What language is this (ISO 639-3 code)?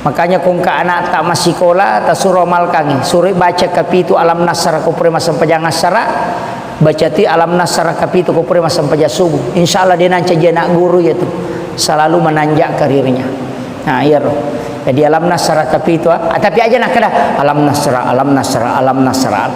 bug